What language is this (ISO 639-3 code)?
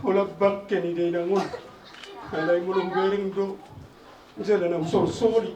bbc